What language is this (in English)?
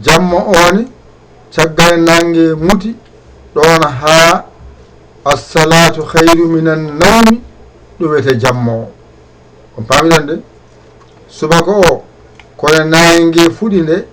Fula